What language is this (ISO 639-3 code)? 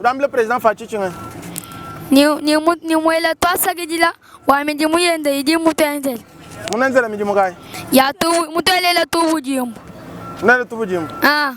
lua